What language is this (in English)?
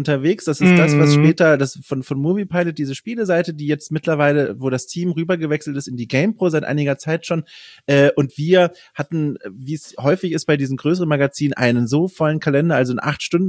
German